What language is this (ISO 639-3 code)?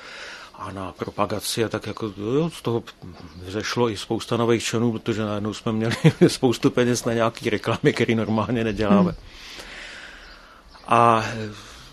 ces